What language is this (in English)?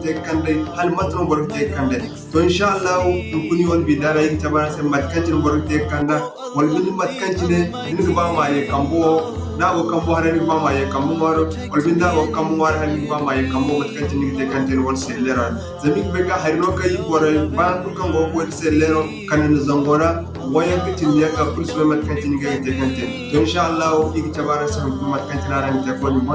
Zarma